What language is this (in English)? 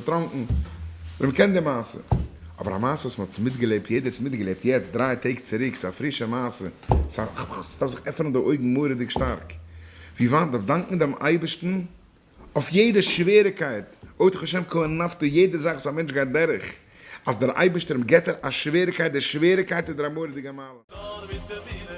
Yiddish